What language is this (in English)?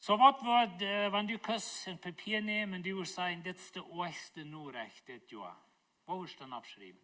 Plautdietsch